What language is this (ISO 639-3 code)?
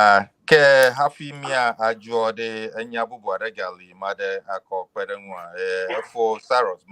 ewe